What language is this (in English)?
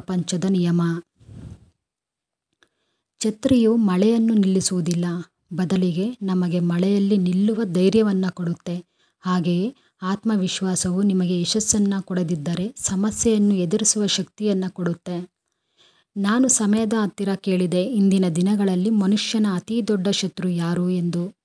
Kannada